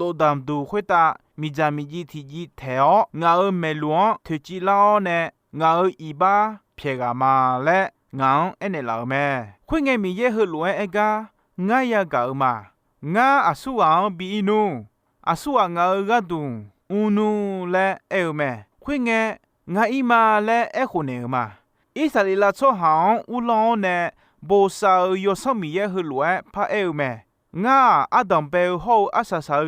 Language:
Akha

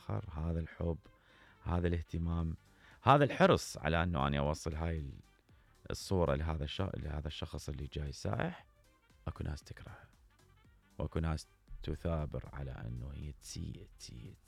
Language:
Mesopotamian Arabic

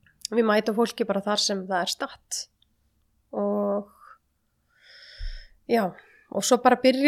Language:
Icelandic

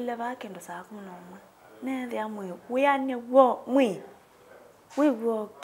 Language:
Kamba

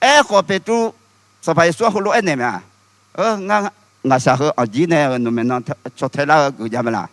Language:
Akha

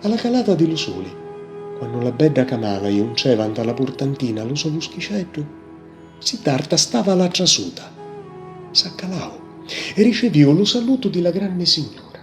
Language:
Sicilian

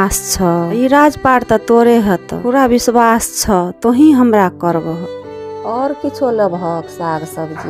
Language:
Maithili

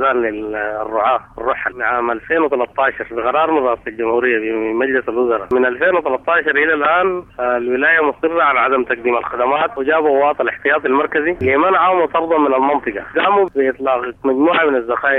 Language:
Sudanese Arabic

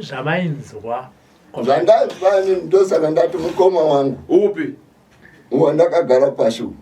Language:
Shona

